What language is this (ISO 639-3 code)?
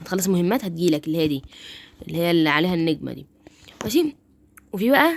arz